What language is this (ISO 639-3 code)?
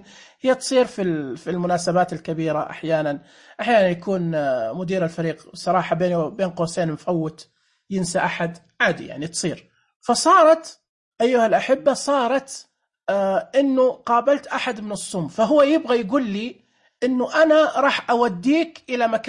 ars